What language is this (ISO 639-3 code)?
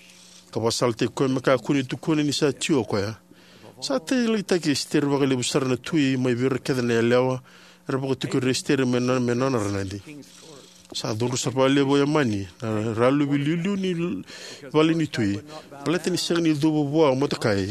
fij